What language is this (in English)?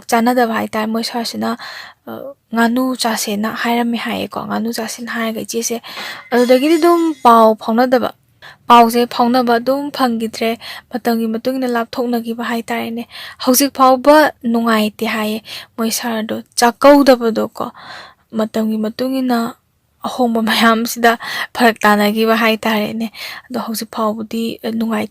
Manipuri